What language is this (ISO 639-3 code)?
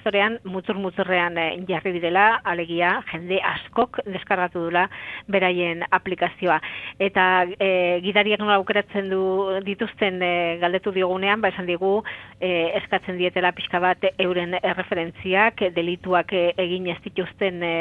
eus